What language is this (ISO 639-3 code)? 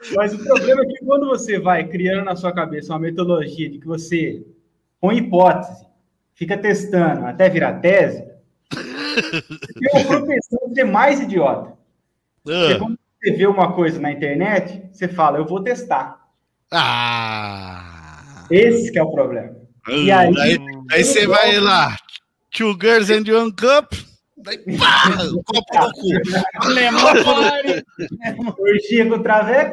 por